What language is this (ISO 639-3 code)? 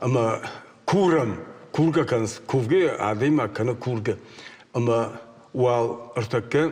oss